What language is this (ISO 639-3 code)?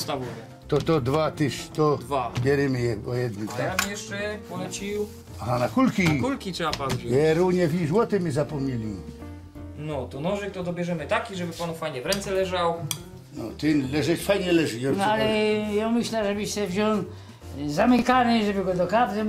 szl